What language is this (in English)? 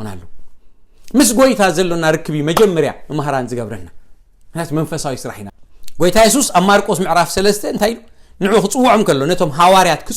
Tigrinya